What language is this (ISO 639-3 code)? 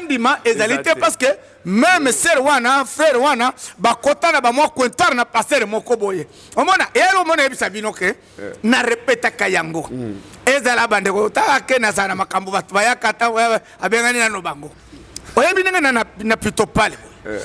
lin